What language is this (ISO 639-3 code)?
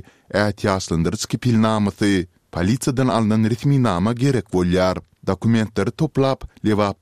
tuk